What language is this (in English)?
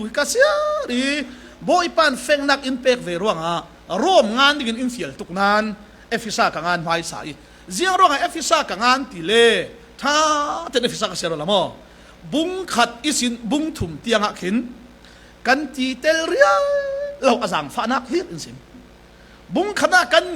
Falam Chin